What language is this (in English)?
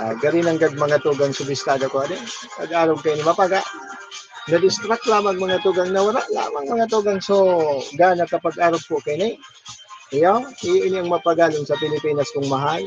Bikol